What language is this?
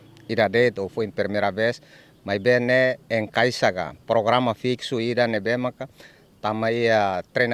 Tetum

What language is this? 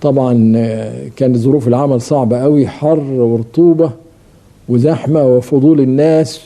Egyptian Arabic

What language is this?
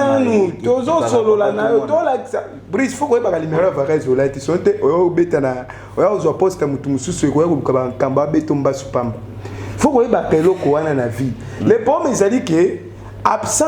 Lingala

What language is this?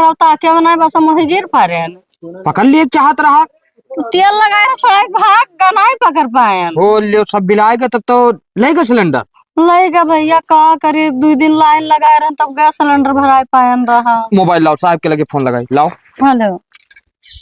Awadhi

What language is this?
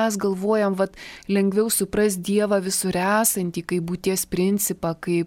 Lithuanian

